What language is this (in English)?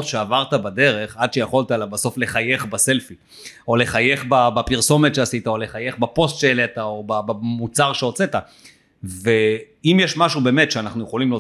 Hebrew